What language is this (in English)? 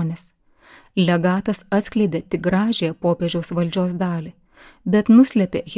Lithuanian